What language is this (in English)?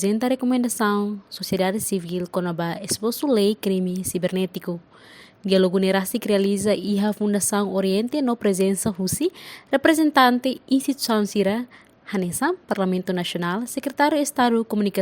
Tetum